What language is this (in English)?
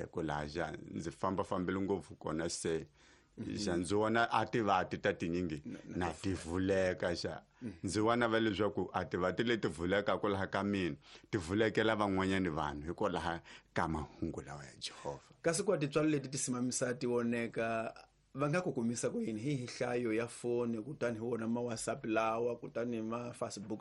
Tsonga